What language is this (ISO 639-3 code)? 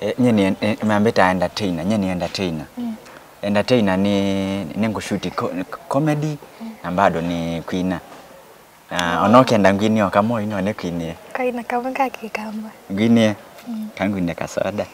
kam